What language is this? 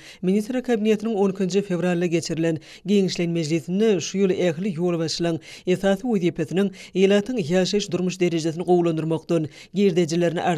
Turkmen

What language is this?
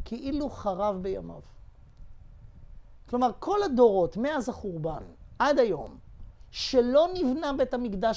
Hebrew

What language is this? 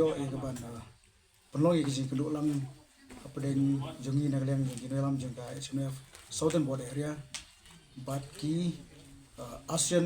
Khasi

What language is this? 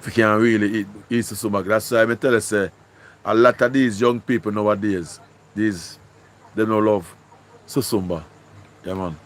Jamaican Creole English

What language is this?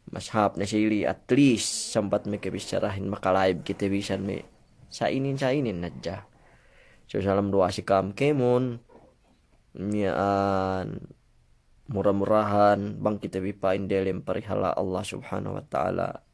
Yakan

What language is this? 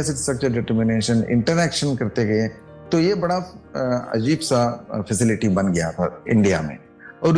Hindi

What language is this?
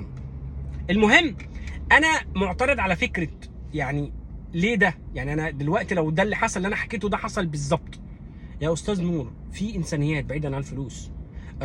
Egyptian Arabic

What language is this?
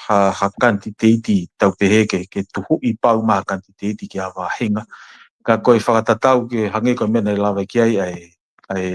Tongan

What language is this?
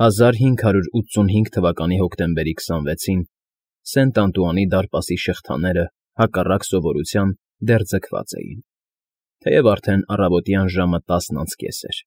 Armenian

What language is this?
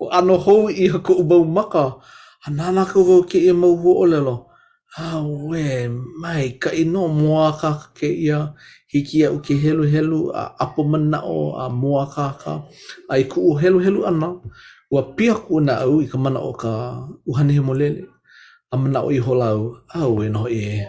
Hawaiian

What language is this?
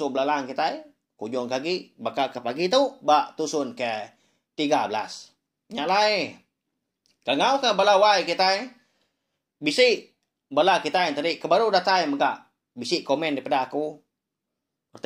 Iban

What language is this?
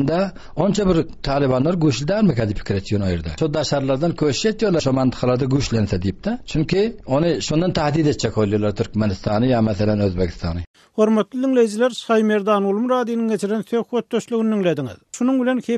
Turkmen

